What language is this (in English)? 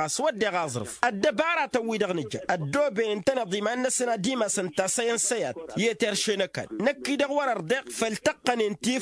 Tamasheq